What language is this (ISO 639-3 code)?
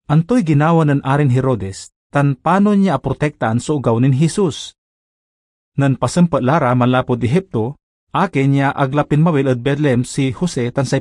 pag